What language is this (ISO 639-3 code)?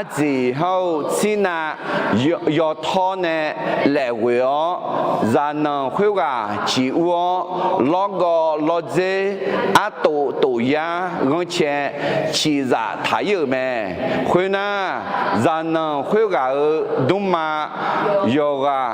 ahk